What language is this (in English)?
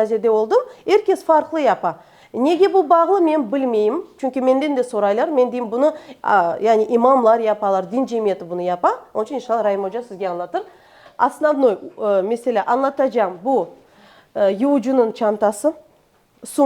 Crimean Tatar